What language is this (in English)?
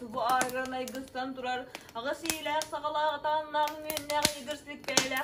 Yakut